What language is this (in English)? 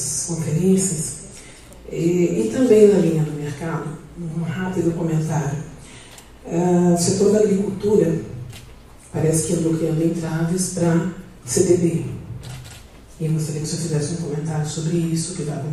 Portuguese